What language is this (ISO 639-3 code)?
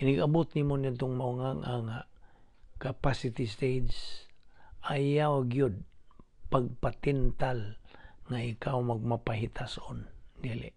ceb